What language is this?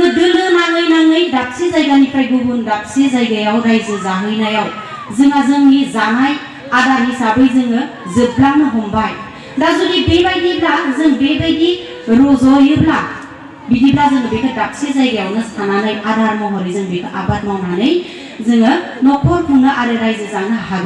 Bodo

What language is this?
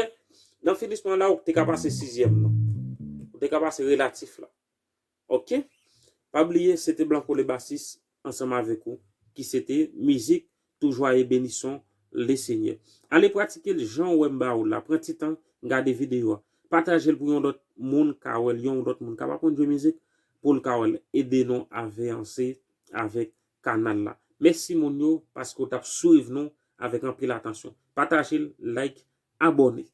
Haitian Creole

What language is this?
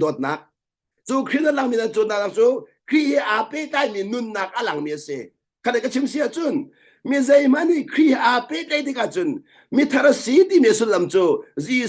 Hakha Chin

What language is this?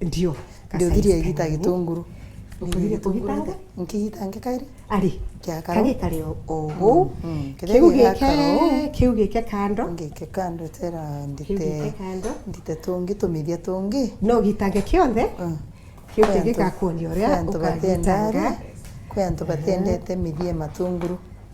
Meru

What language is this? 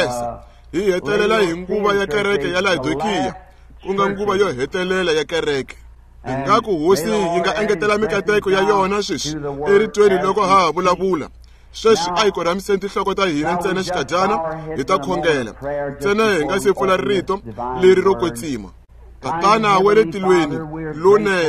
Tsonga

